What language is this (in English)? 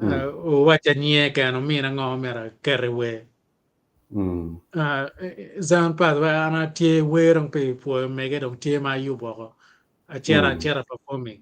Acoli